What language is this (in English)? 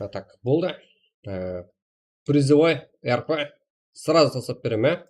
Kara-Kalpak